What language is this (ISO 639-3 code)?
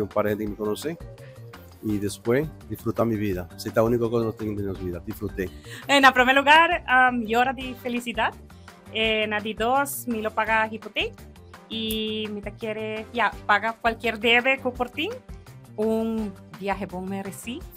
pap